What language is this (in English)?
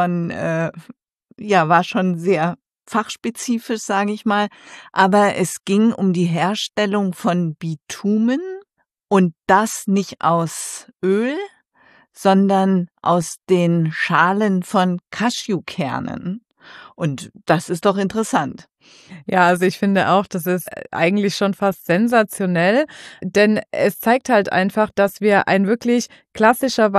German